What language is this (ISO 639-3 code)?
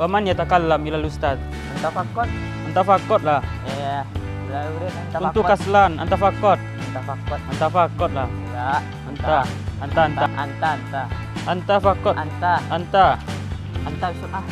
min